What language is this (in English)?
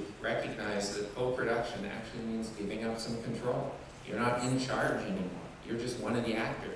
English